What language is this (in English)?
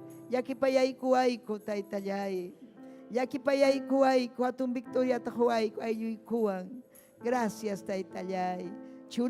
Ayacucho Quechua